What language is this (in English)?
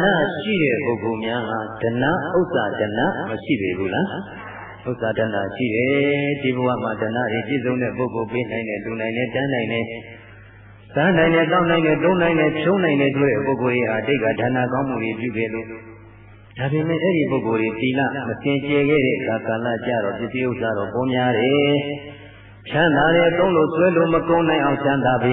Burmese